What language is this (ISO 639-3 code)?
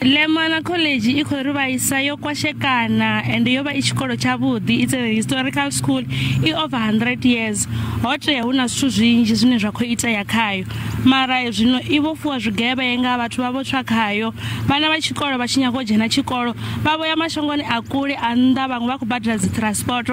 ven